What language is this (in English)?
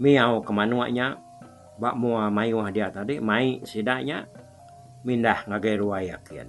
Iban